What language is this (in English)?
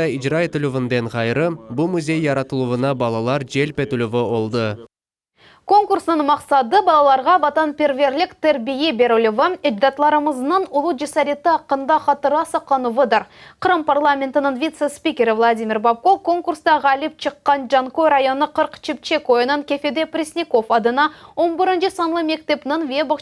Crimean Tatar